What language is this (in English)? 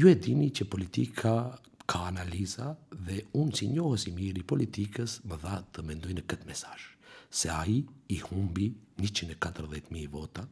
Albanian